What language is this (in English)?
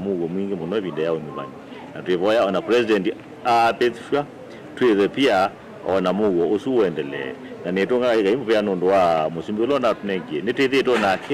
Kamba